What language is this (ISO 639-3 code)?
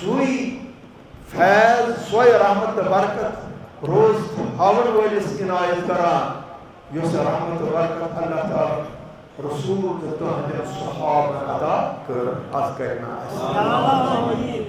kas